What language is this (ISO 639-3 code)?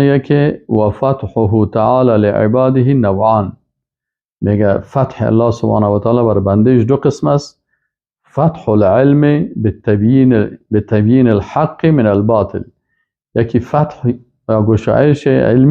fas